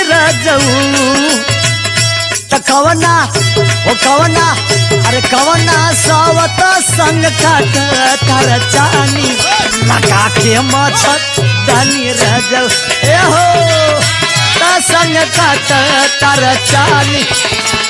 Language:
Bhojpuri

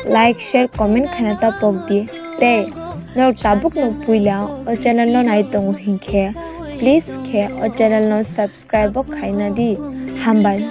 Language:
Kok Borok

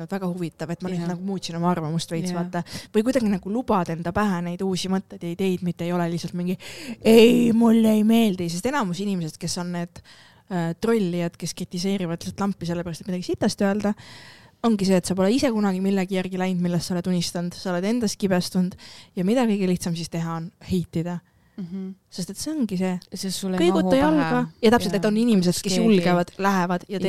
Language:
Estonian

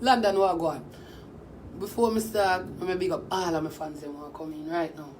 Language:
Jamaican Creole English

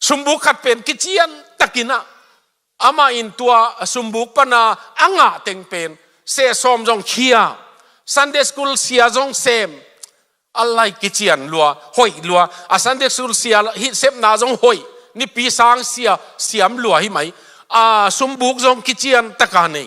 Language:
Tedim Chin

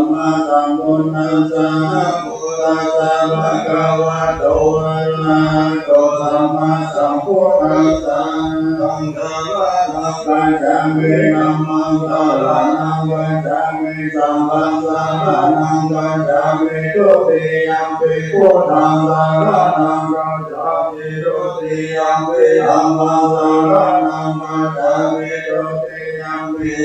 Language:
Pali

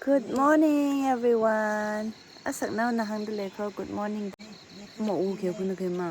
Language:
Tangkhul Naga (India)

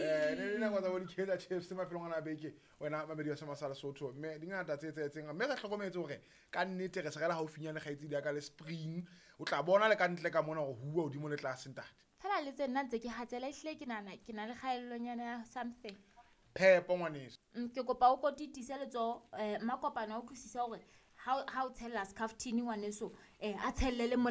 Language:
Southern Sotho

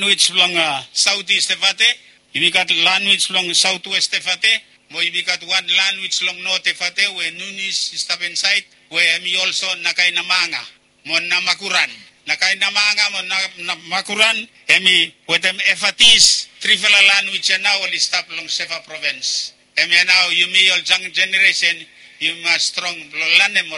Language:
Bislama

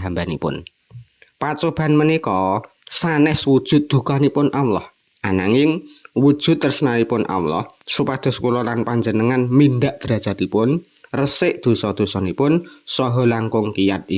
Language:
Javanese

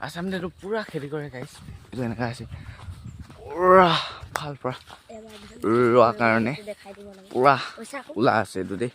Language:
Naga Pidgin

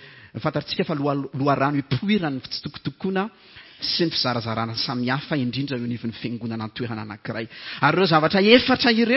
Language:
Malagasy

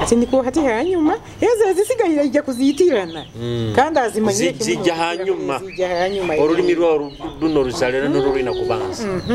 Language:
Nyoro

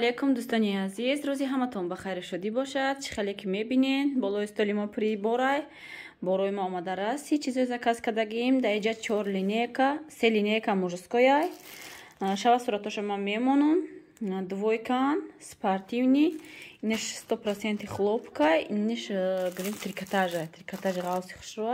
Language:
Tajik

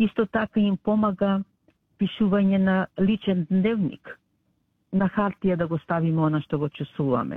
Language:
Macedonian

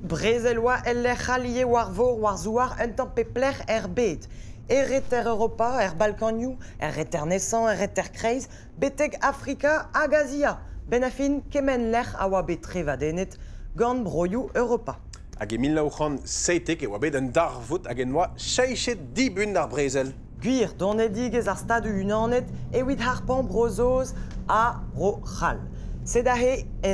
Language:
Breton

